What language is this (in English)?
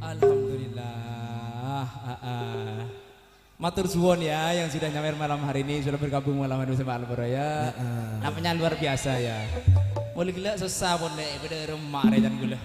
Madurese